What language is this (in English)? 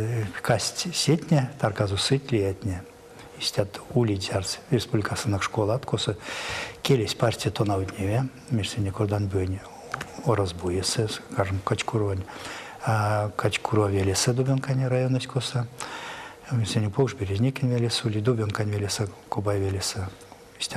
Erzya